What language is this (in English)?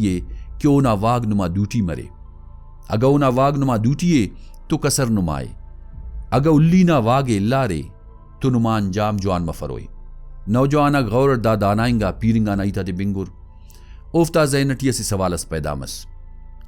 Brahui